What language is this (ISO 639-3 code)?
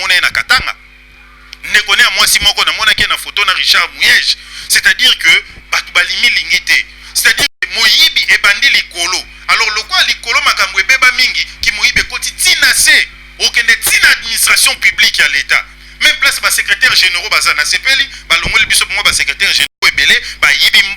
lin